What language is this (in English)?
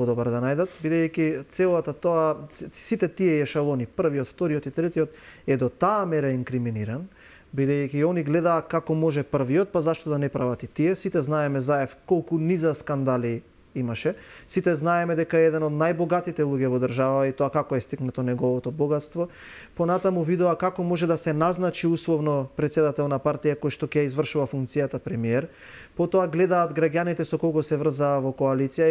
Macedonian